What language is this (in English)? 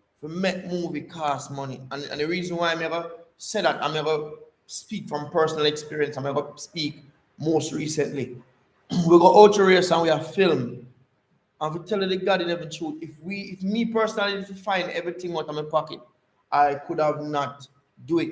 Jamaican Creole English